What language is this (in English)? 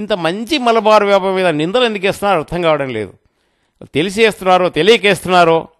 Telugu